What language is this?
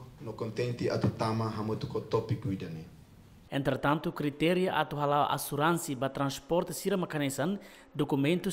Tetum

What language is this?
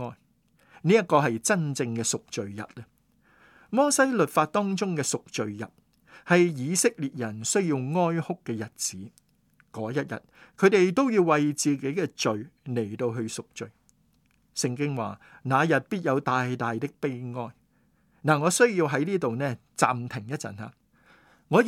Cantonese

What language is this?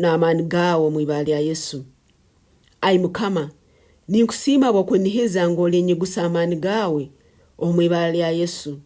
Nyankole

